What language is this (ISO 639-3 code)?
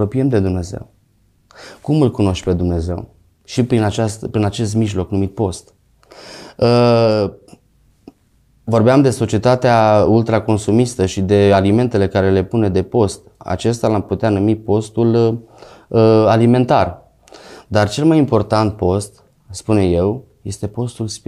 ron